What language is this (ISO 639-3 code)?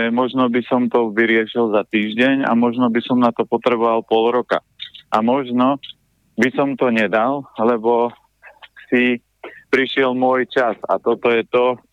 slk